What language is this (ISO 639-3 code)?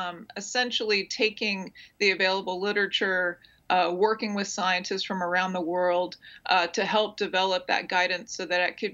eng